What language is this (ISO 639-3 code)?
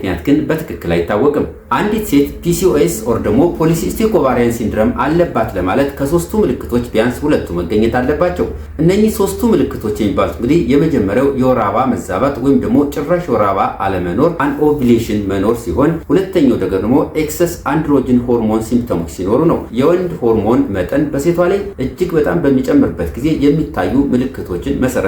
amh